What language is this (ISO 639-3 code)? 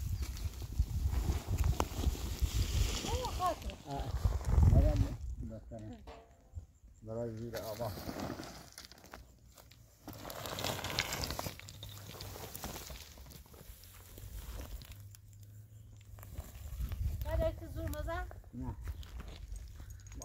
fas